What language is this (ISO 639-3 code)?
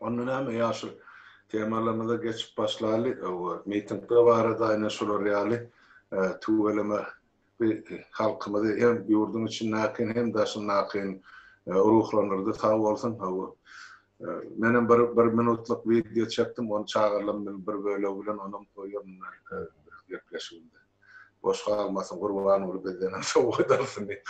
tuk